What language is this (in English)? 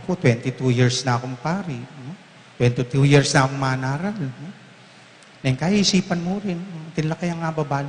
Pampanga